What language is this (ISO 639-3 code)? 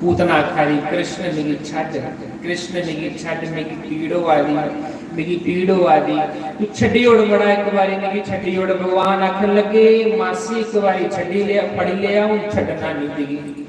doi